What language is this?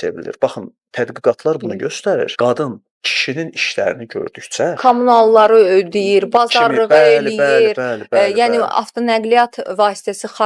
Azerbaijani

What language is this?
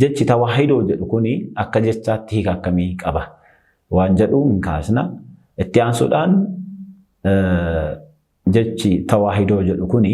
Oromo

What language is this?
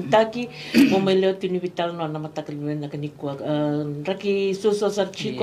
Fijian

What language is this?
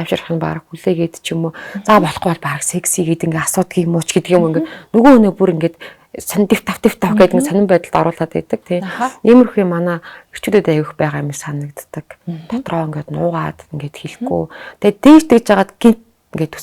Mongolian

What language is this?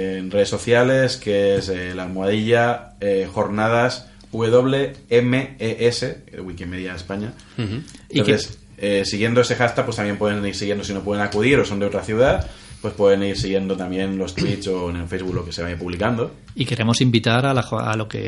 Spanish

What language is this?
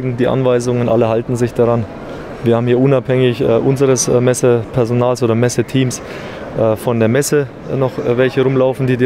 German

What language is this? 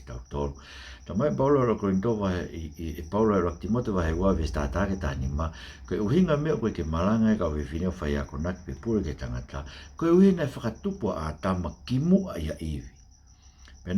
Tongan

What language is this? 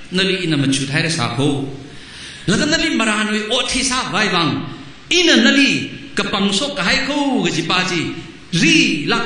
Tangkhul Naga (India)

